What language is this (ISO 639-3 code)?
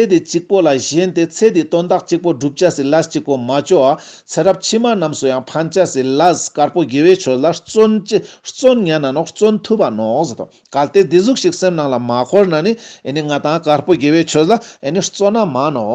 lbj